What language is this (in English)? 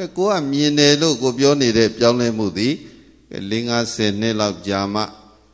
Burmese